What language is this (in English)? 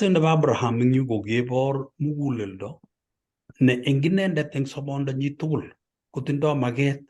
Kalenjin